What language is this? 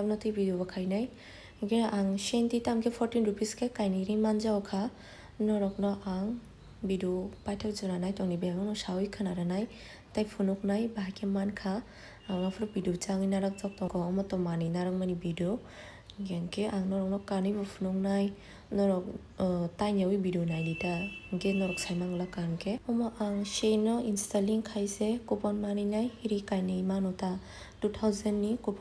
Kok Borok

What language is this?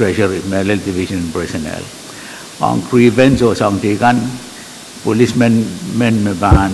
Pohnpeian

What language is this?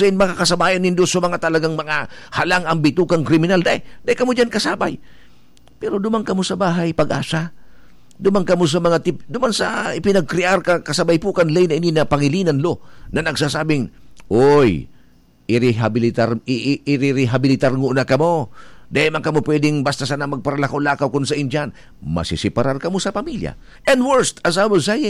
Bikol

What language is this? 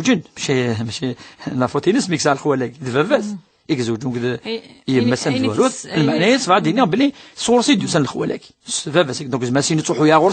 Kabyle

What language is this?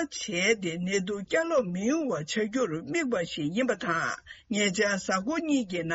Tibetan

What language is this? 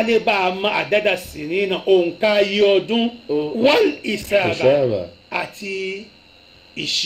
Yoruba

